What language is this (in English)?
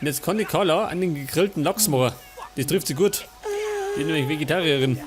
Bavarian